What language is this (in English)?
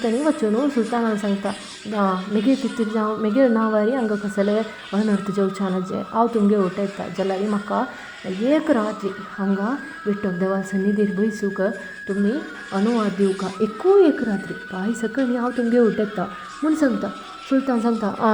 Konkani